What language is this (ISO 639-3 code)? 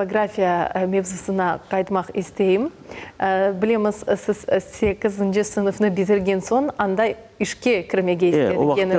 crh